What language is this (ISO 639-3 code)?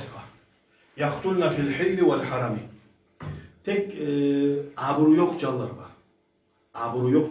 kum